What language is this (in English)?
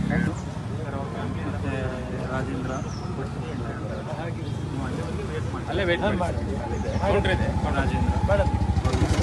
Kannada